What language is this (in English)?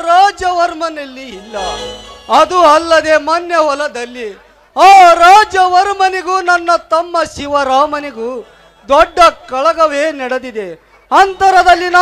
Kannada